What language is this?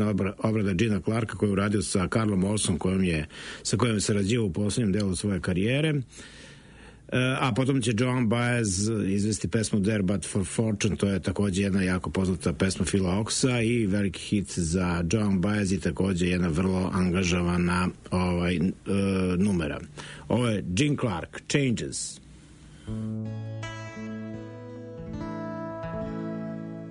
Serbian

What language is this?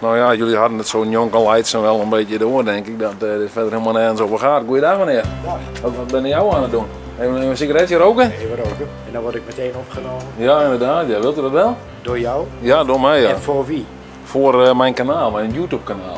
Western Frisian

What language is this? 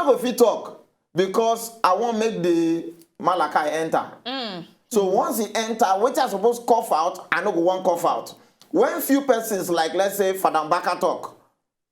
Nigerian Pidgin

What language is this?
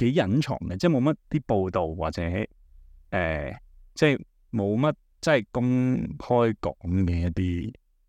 Cantonese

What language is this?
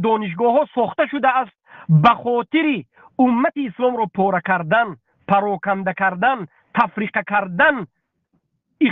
Tajik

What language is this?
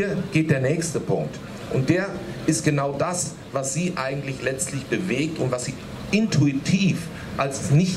German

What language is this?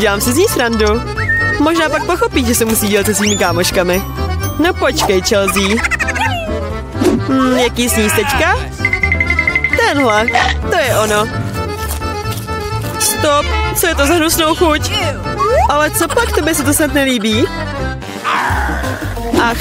Czech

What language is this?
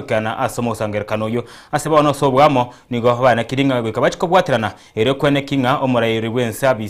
Gusii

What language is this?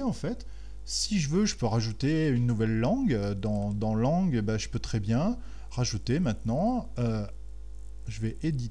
French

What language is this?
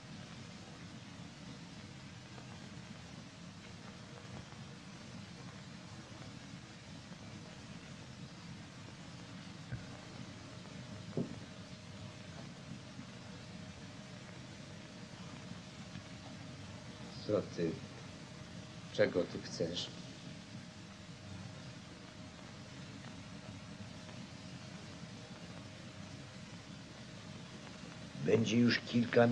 Polish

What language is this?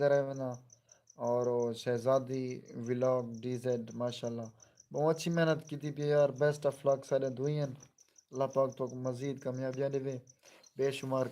Saraiki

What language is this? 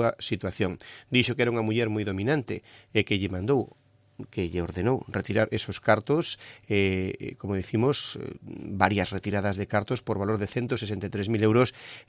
Galician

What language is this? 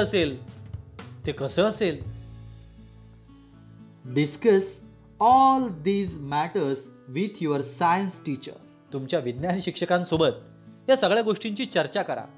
Marathi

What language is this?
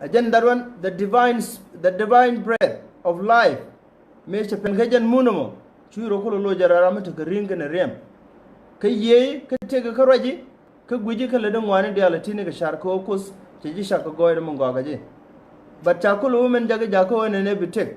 Nuer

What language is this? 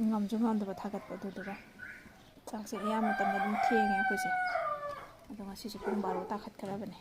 Manipuri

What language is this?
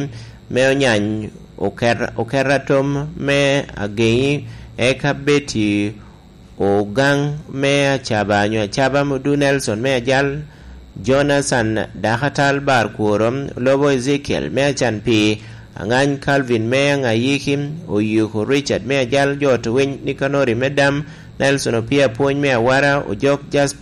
Lango (Uganda)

